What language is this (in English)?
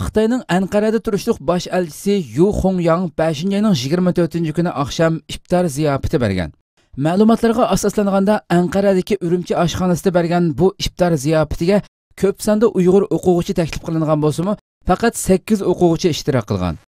Uyghur